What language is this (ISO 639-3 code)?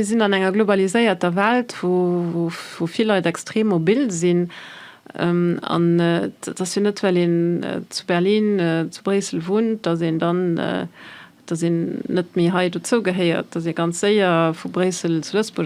ltz